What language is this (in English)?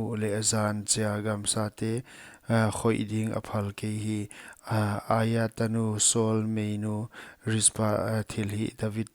Paite Chin